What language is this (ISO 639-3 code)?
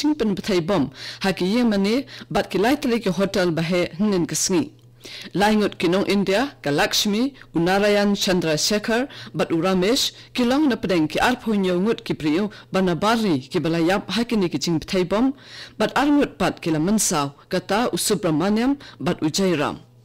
kha